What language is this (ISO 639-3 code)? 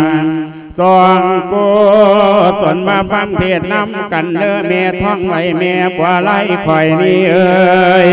lao